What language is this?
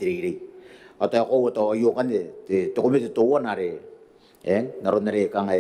Gilbertese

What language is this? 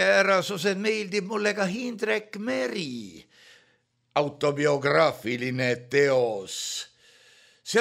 Estonian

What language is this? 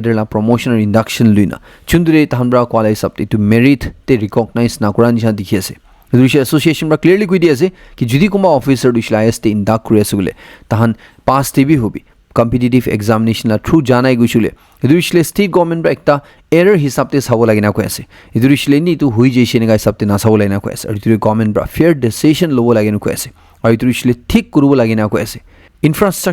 Naga Pidgin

